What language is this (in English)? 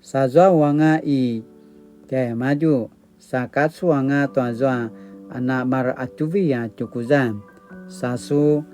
Paiwan